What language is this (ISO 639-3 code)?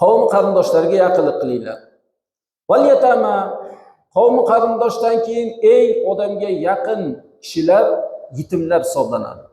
uzb